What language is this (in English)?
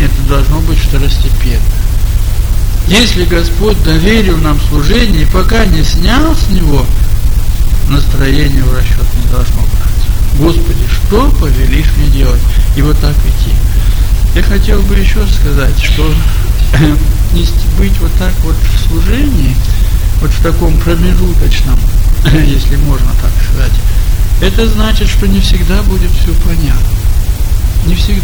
Russian